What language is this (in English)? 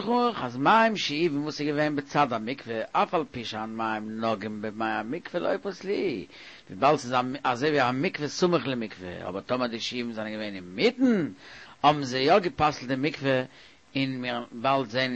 Yiddish